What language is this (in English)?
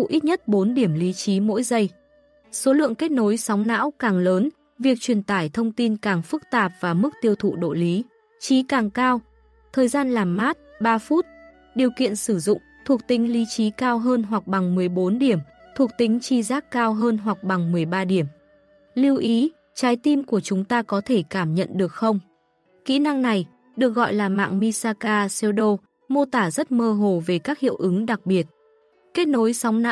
Vietnamese